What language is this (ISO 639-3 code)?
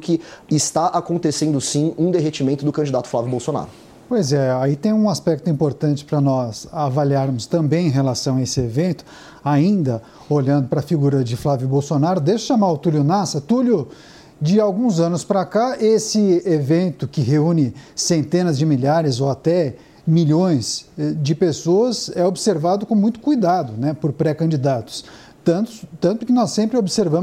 por